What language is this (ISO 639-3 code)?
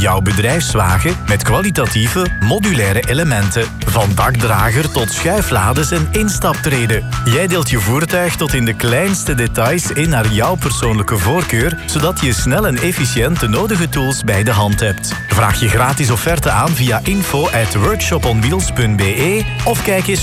nld